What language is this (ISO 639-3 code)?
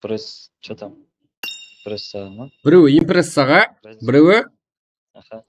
kaa